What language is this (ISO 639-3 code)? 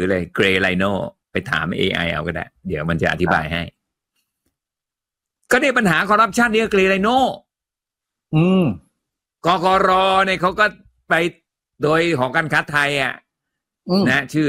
tha